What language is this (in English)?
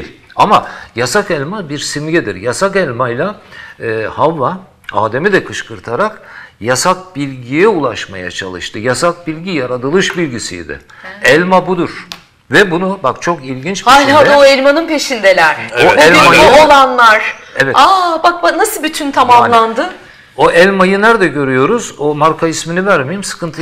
Turkish